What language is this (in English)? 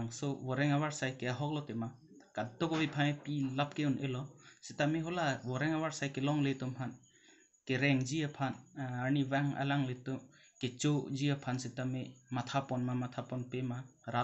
Karbi